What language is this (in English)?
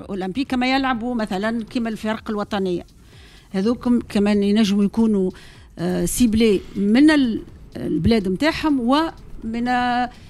Tunisian Arabic